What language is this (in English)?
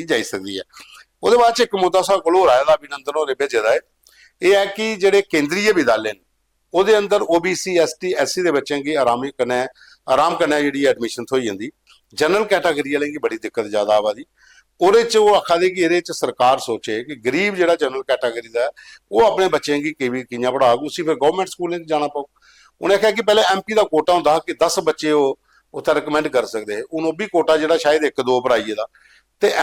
Dogri